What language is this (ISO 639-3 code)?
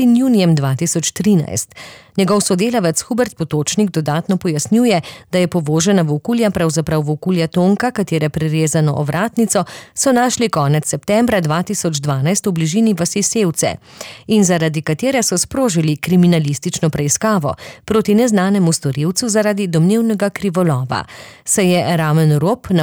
slv